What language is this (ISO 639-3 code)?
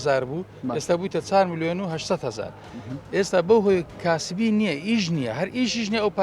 ckb